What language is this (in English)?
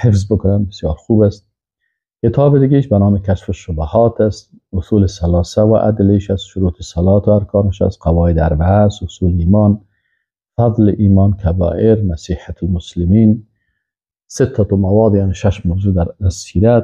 Persian